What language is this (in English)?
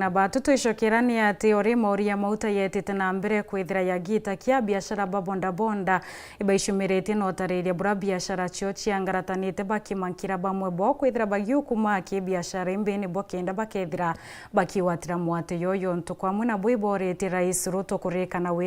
Meru